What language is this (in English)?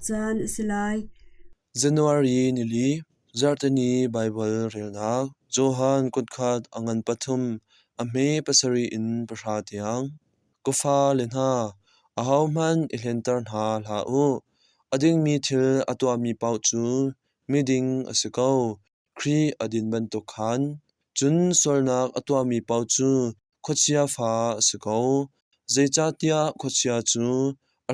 Hakha Chin